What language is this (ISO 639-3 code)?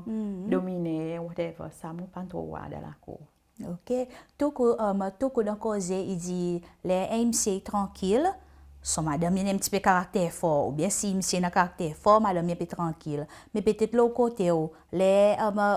crs